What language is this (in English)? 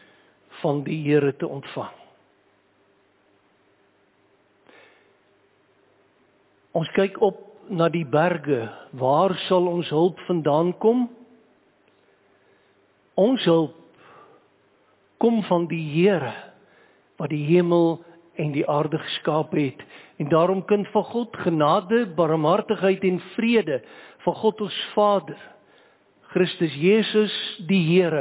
Afrikaans